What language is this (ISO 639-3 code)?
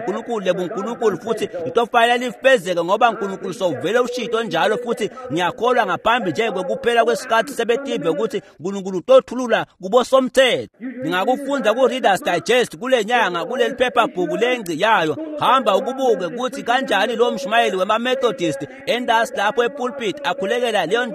ssw